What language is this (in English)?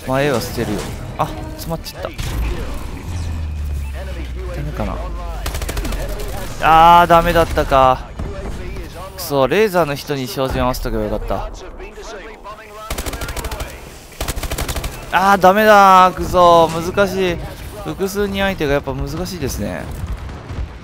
Japanese